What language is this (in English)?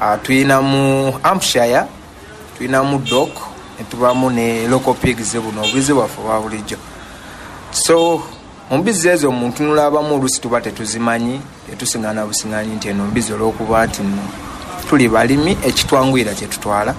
Ganda